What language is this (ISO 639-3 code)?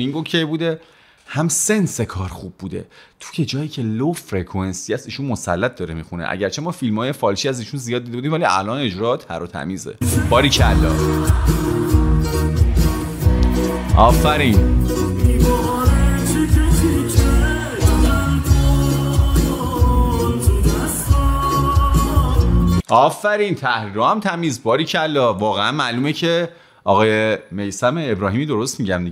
fas